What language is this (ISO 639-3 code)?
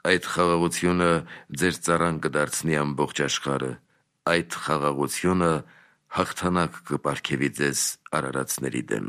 hye